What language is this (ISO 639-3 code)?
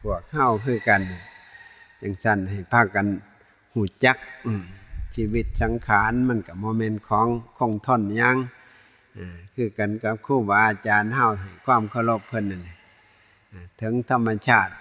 tts